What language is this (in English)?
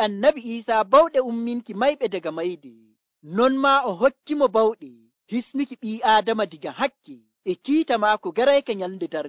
Nigerian Fulfulde